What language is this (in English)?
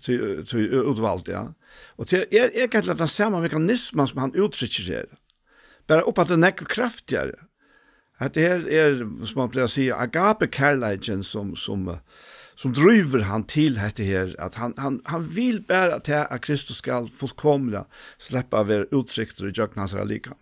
Faroese